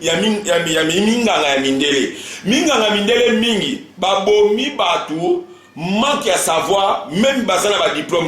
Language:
Lingala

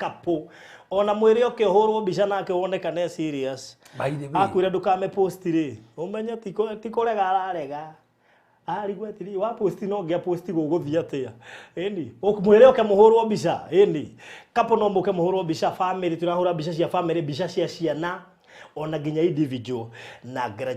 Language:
Kikuyu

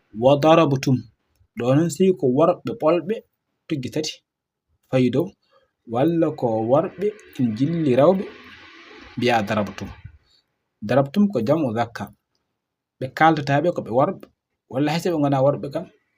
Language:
Fula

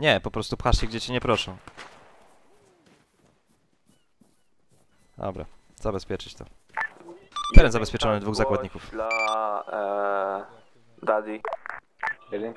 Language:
Polish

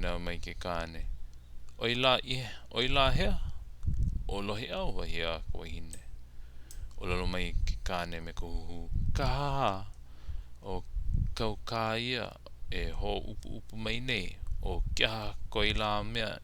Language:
Hawaiian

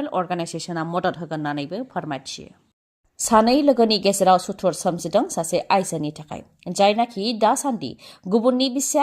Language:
Bodo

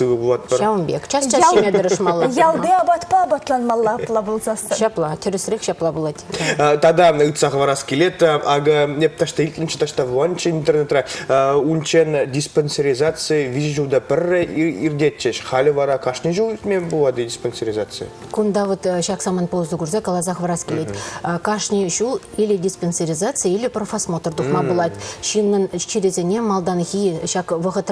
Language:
Chuvash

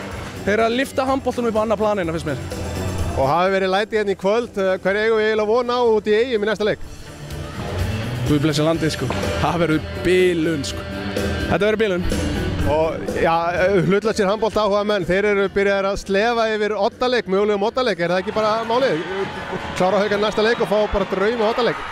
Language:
Icelandic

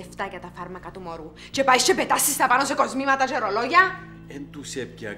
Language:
Greek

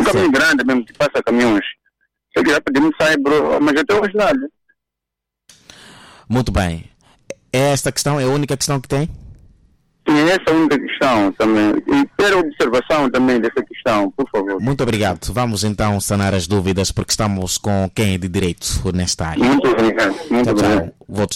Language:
Portuguese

